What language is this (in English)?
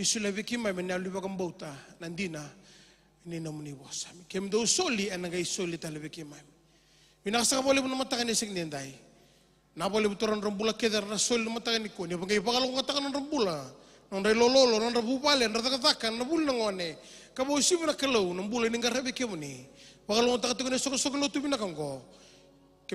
Fijian